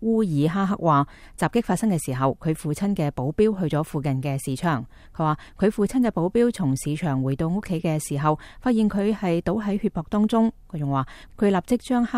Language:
Cantonese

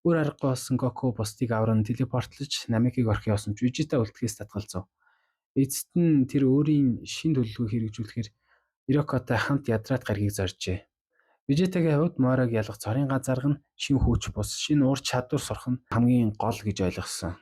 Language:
Mongolian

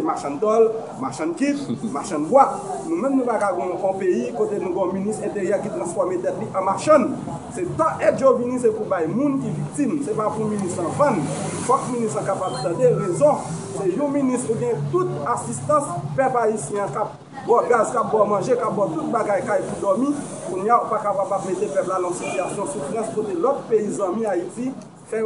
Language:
Haitian Creole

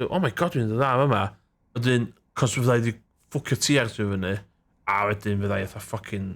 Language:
Welsh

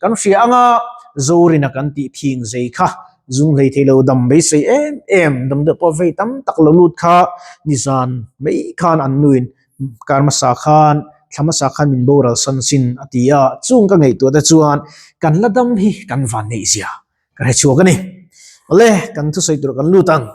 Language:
Mizo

